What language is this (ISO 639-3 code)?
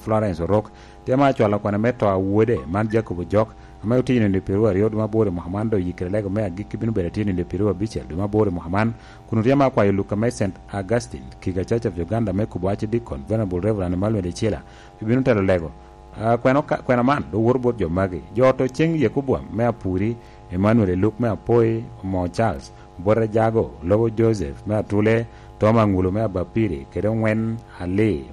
laj